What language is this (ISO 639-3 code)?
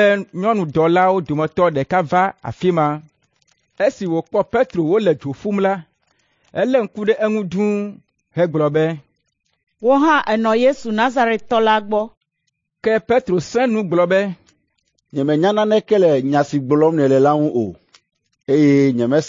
ewe